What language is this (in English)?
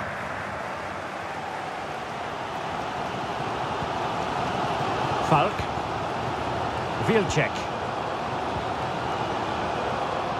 English